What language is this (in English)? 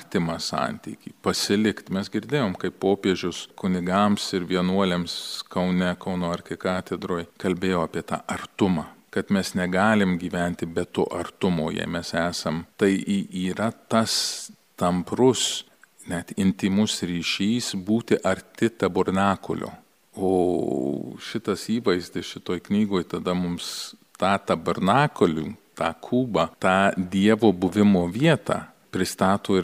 Lithuanian